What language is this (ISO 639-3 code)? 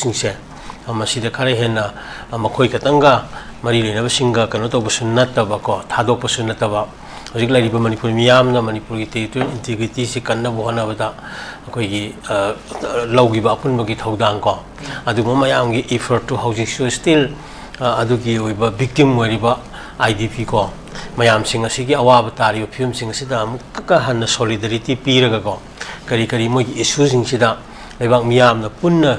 mni